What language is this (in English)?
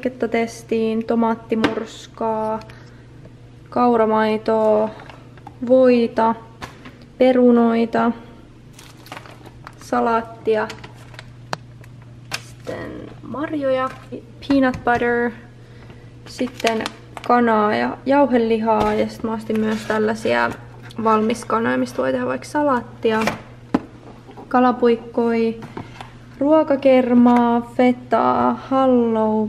Finnish